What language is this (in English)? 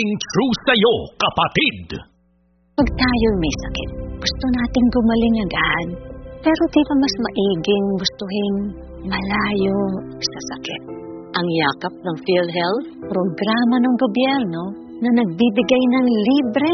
Filipino